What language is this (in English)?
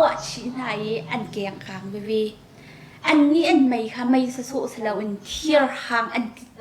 Hakha Chin